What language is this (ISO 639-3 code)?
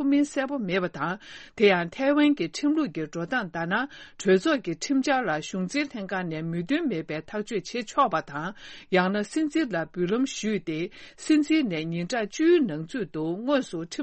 bod